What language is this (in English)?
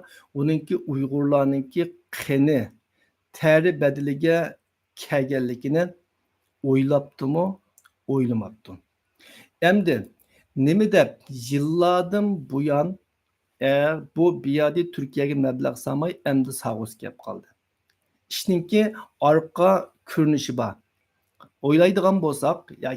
Uyghur